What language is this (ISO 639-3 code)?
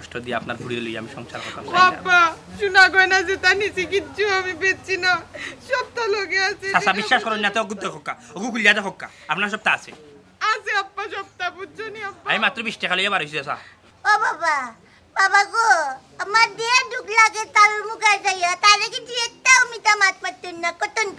syl